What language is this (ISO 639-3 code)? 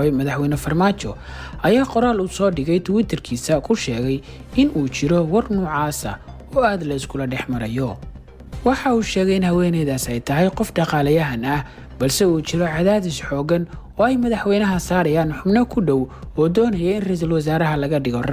som